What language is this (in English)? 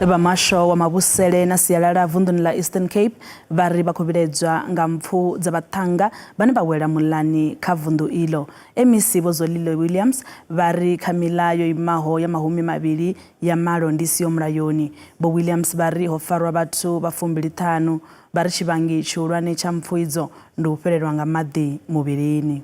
Venda